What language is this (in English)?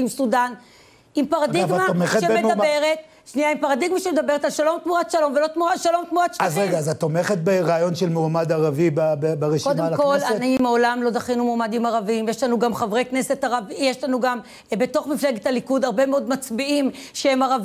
Hebrew